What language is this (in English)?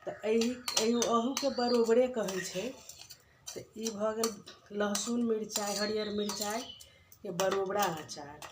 Maithili